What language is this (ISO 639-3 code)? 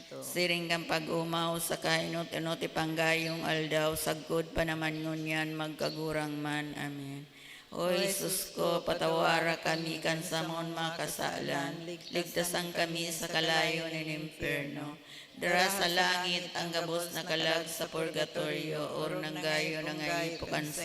bik